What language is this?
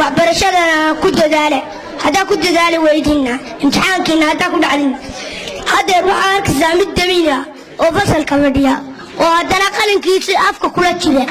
Somali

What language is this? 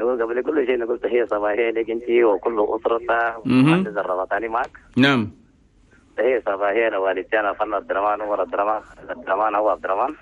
Chadian Arabic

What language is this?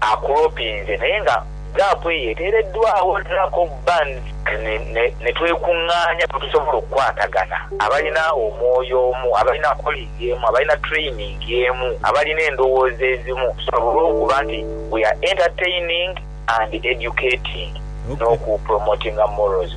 Ganda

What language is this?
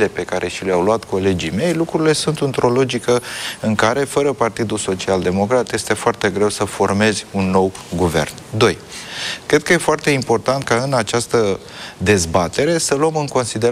Romanian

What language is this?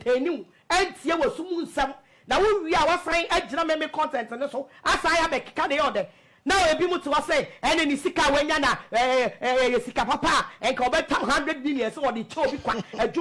Akan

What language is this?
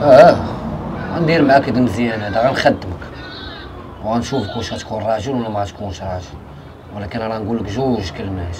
Moroccan Arabic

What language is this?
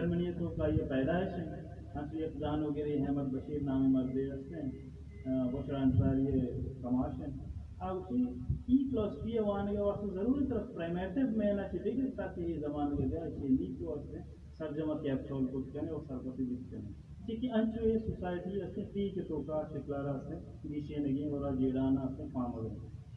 Baluchi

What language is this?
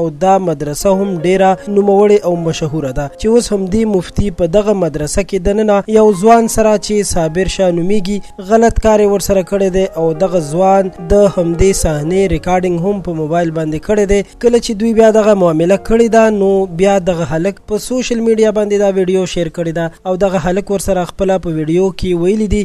Pashto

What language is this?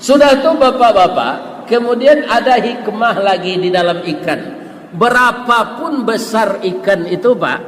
Minangkabau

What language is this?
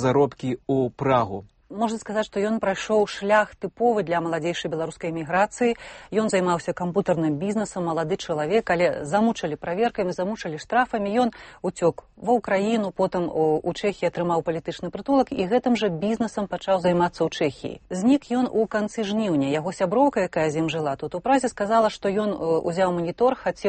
Belarusian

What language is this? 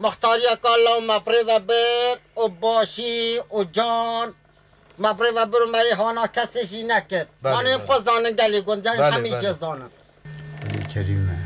Kurdish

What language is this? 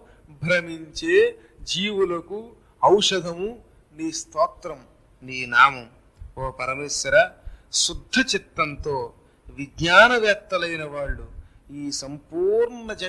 Telugu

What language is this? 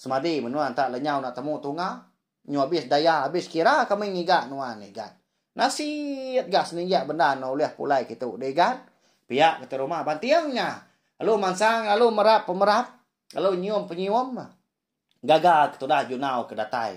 Iban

